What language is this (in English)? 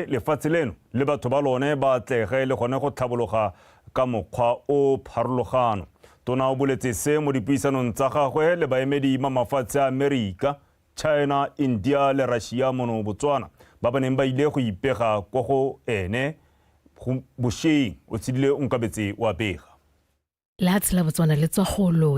Tswana